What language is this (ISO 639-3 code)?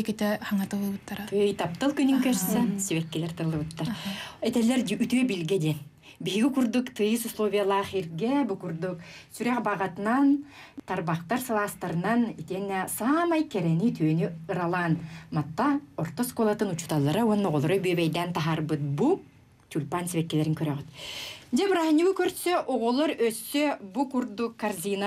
sah